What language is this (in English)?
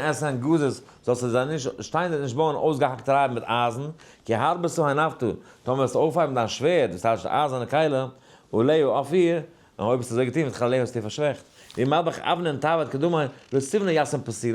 Yiddish